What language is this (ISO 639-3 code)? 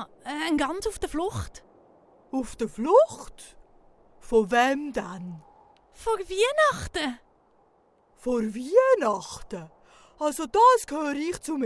gsw